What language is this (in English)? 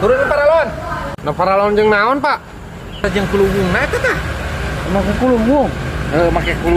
Sundanese